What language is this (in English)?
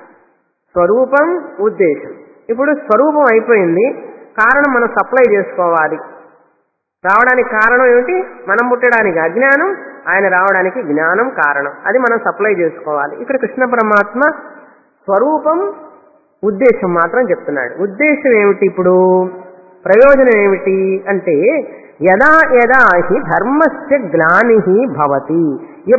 Telugu